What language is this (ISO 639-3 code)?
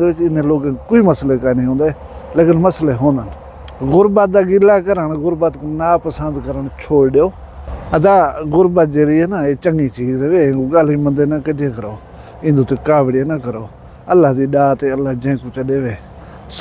skr